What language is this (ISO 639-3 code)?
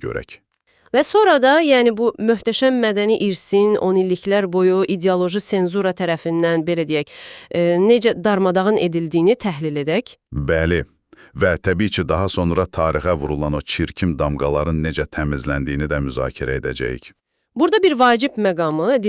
aze